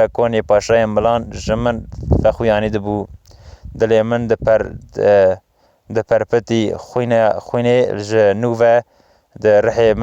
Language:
Kurdish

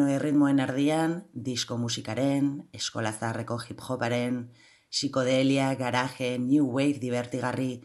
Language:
Basque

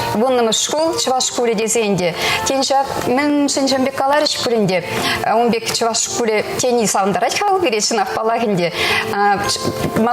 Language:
Chuvash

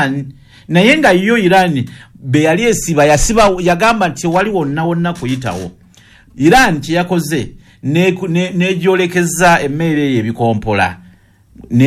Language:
Ganda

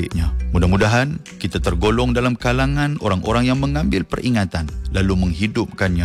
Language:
Malay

